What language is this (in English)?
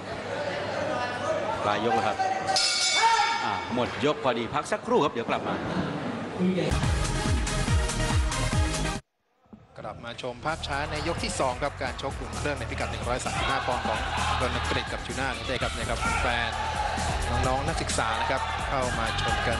Thai